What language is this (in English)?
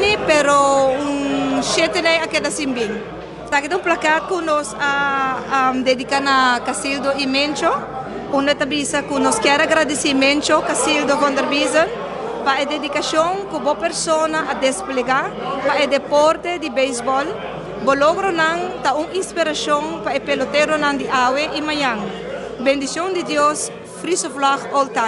Papiamento